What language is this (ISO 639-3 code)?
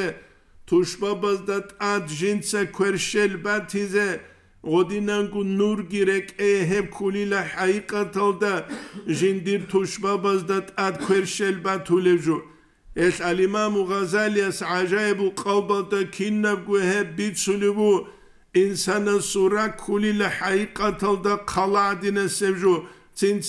ava